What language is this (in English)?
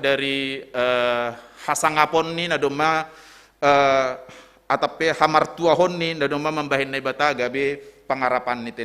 Batak Simalungun